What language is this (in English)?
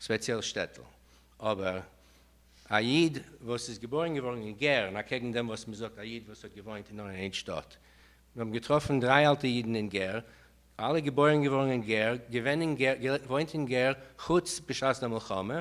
Yiddish